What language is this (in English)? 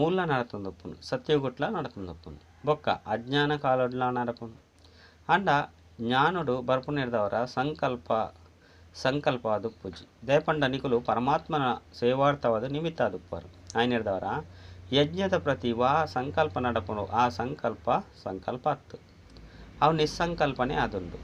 Tulu